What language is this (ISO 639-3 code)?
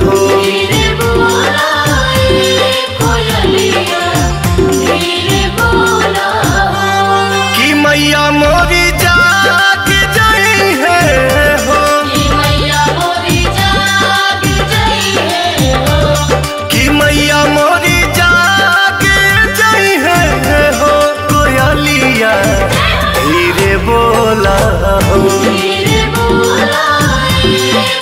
bho